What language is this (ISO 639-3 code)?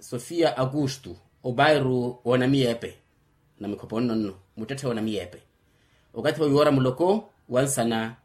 vmw